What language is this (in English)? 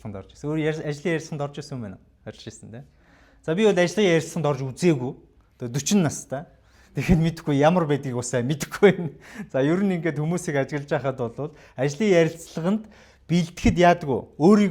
Mongolian